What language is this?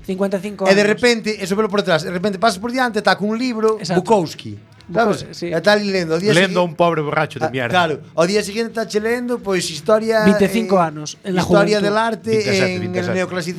Galician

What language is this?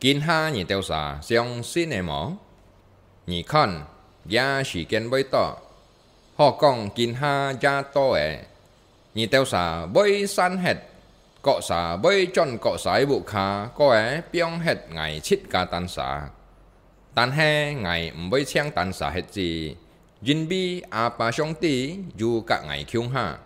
Hakka Chinese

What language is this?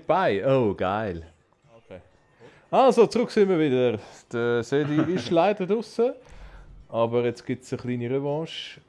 Swiss German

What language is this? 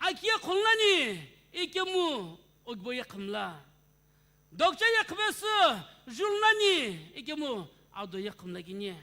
Sumi Naga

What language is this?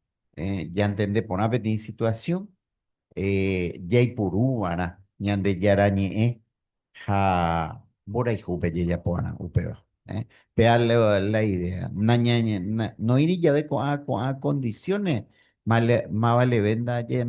Guarani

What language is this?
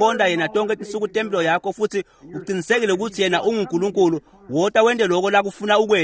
Swati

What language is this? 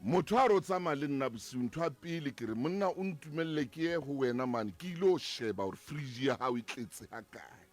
Southern Sotho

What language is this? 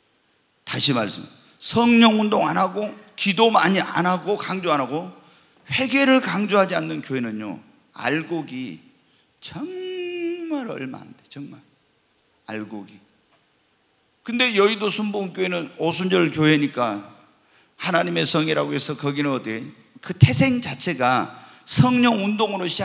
Korean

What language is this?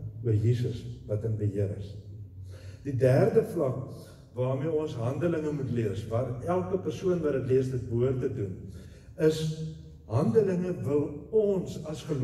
Afrikaans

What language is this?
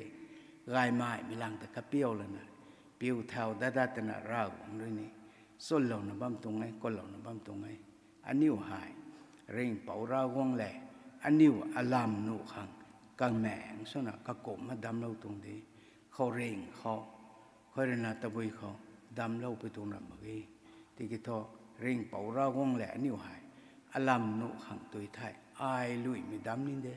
Rongmei Naga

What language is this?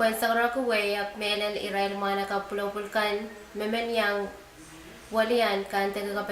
Pohnpeian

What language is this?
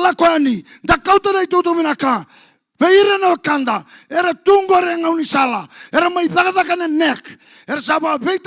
Fijian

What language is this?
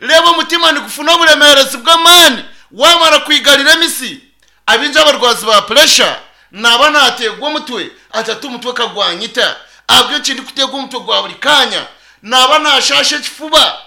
Nyankole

